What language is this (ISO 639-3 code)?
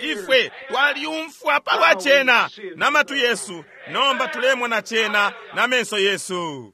bem